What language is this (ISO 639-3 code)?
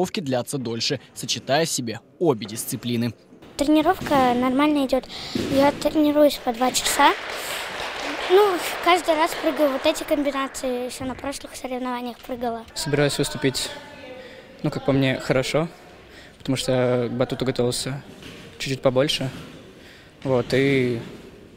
rus